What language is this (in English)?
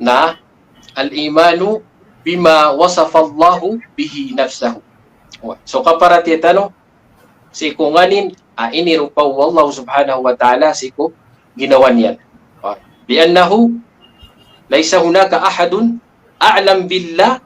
Maranao